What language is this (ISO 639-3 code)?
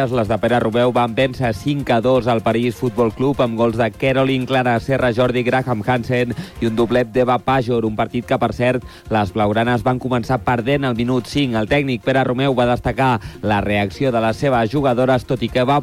cat